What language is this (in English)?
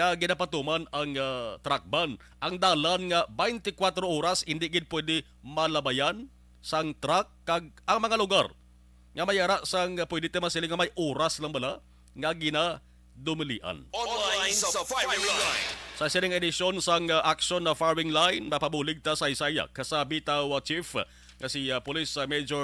Hiligaynon